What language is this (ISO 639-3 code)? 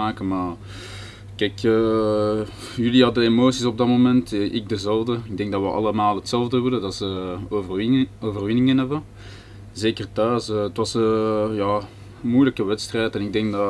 nld